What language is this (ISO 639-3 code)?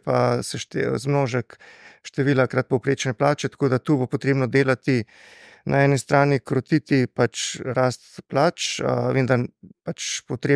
slv